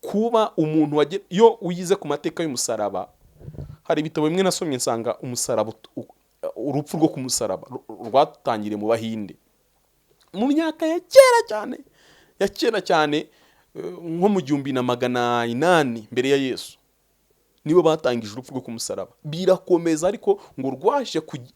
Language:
Kinyarwanda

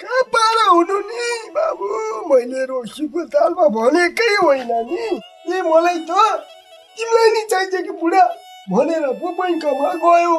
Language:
Nepali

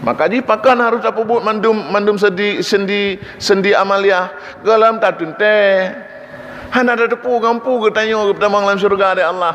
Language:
Achinese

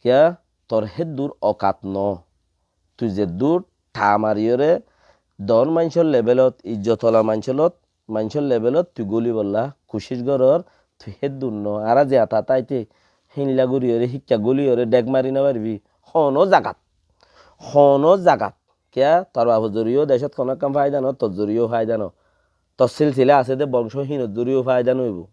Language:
Rohingya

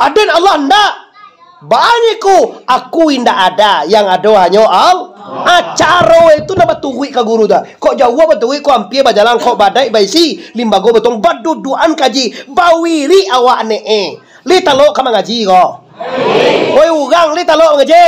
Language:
Minangkabau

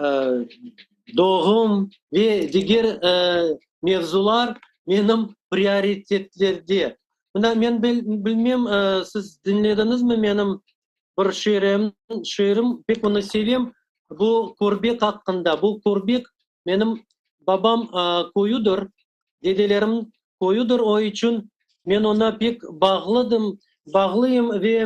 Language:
Crimean Tatar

